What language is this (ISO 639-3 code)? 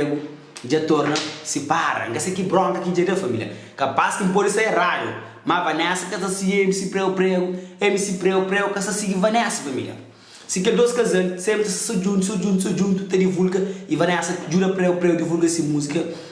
kea